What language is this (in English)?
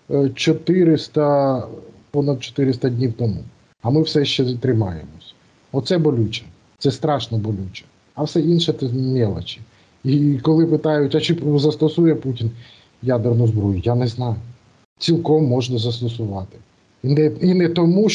Ukrainian